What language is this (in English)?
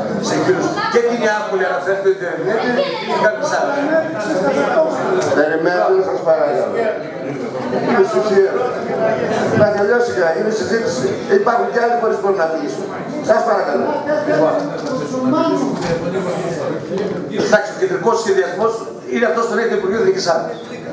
Greek